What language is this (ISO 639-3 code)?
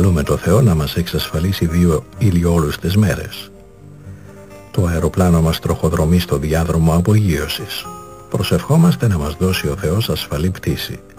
ell